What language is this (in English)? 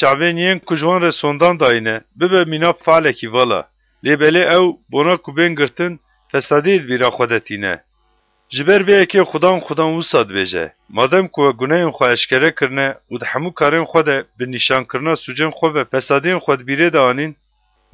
Kurdish